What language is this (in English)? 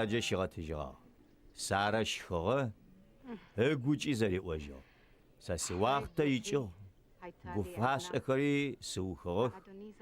Adyghe